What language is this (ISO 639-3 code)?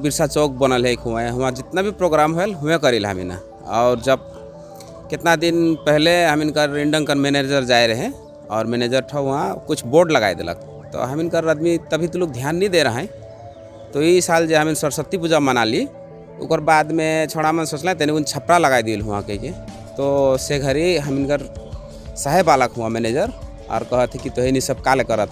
sck